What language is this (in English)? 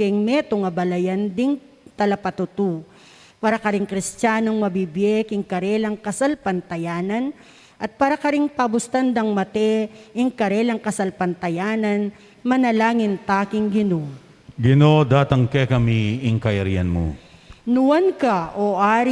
Pampanga